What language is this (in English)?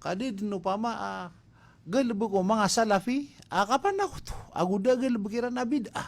Maranao